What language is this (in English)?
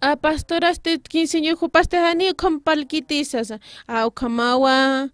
Aymara